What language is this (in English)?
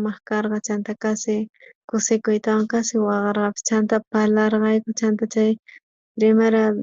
South Bolivian Quechua